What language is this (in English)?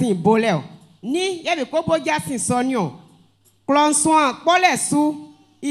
Baoulé